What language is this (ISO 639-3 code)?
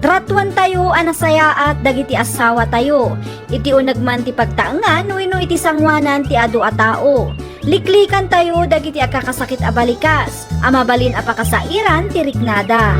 ilo